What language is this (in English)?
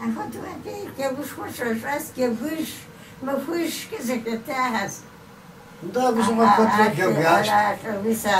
Kabardian